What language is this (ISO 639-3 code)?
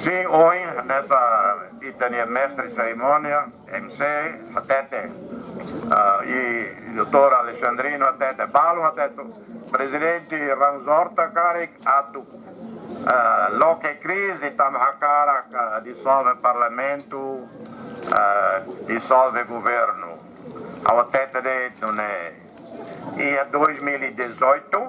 tet